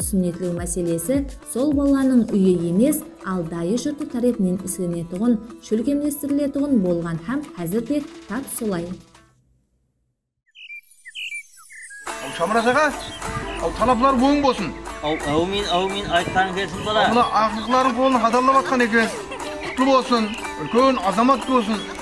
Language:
Kara-Kalpak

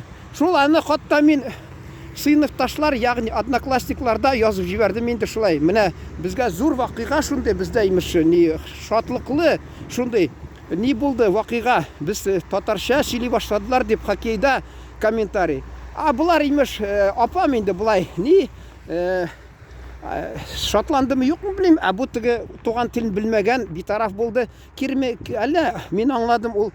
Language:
Tatar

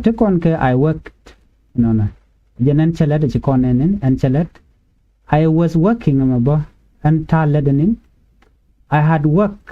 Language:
Nuer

